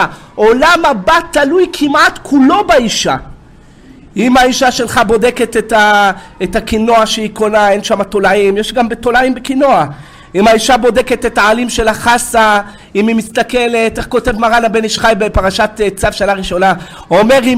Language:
Hebrew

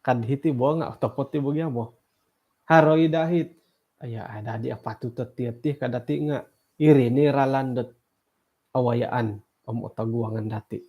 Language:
Central Dusun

